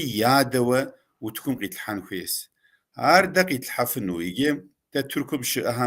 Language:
Kabardian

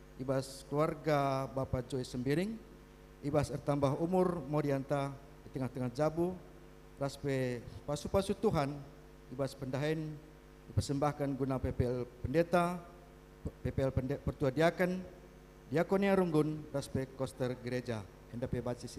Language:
Batak Karo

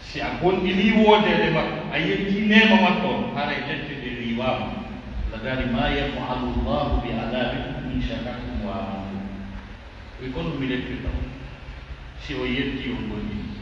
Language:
Pular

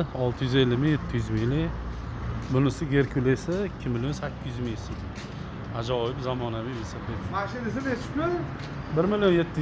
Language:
Uzbek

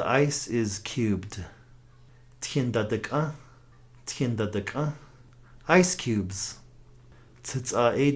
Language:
Navajo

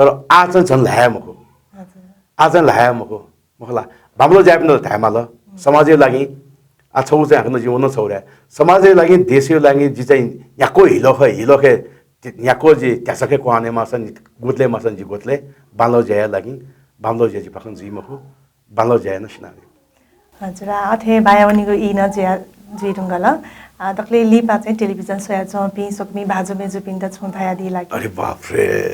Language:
Newari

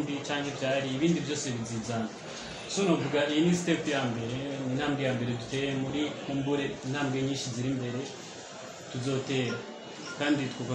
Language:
Rundi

